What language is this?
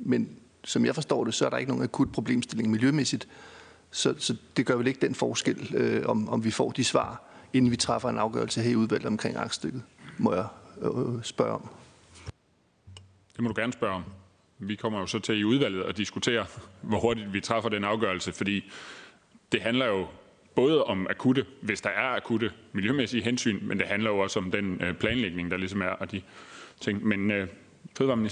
Danish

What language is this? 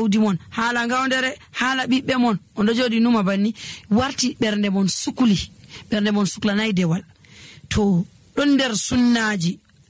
Nigerian Fulfulde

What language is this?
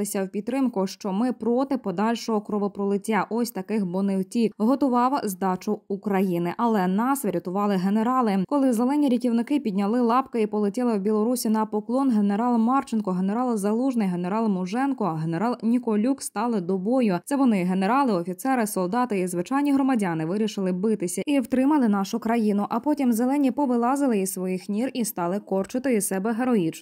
Ukrainian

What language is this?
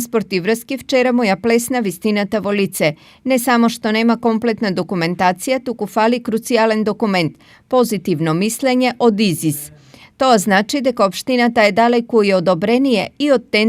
Macedonian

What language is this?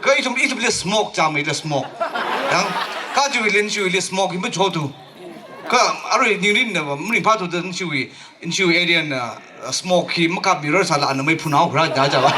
Tangkhul Naga (India)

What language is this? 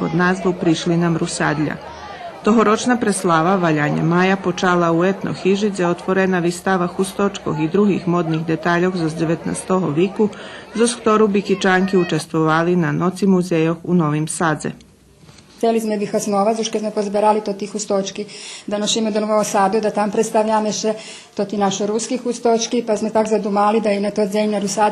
Rusyn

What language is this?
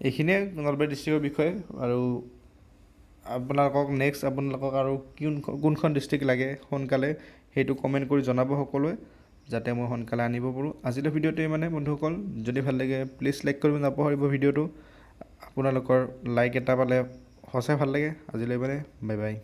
Assamese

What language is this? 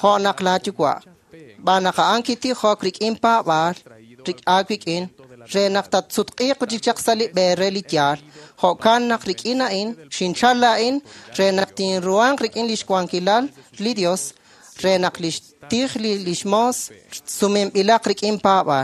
Kekchí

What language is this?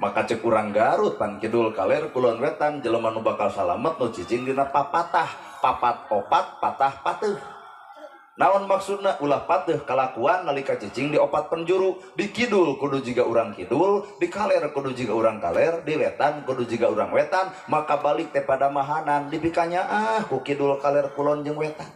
Sundanese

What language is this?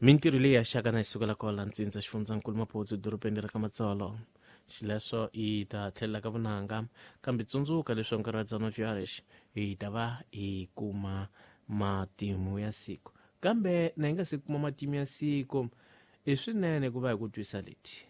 Tsonga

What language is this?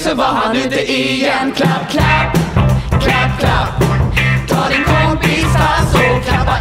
Swedish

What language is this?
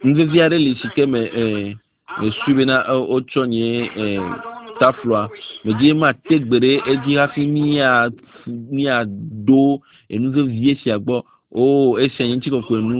Ewe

